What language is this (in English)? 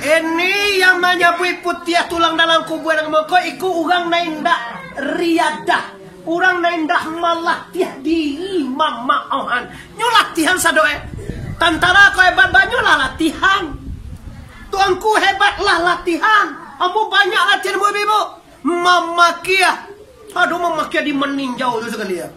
Minangkabau